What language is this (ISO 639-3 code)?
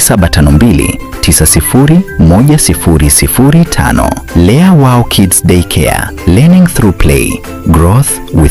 guz